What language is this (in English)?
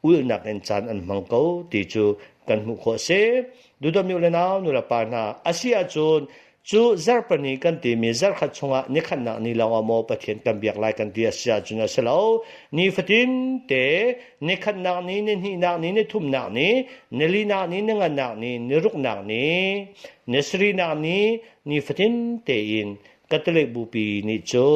Hakha Chin